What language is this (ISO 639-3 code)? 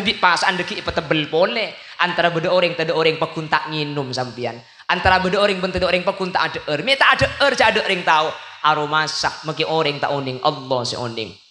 mad